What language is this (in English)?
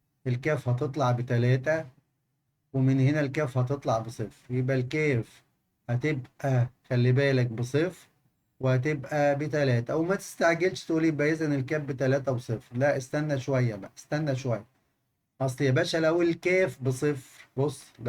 Egyptian Arabic